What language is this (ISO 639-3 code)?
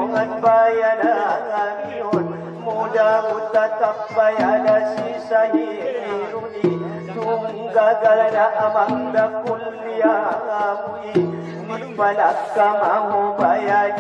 akb